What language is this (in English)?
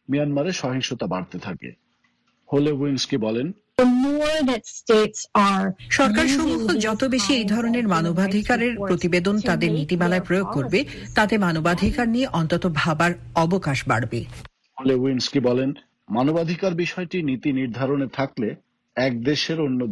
Bangla